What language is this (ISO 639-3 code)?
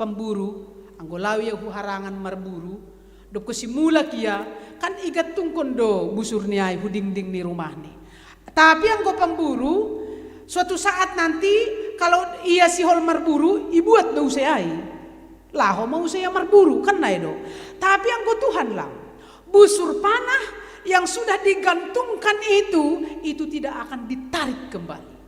bts